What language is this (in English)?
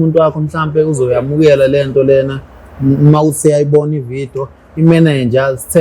Zulu